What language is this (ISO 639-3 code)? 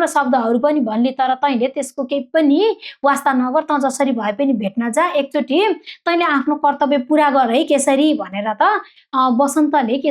nep